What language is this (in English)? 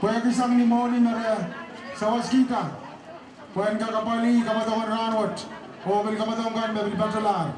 Pohnpeian